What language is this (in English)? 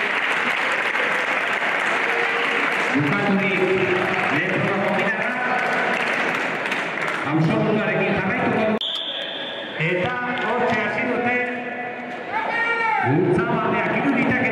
Basque